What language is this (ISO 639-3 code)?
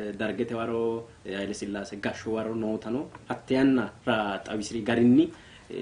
sid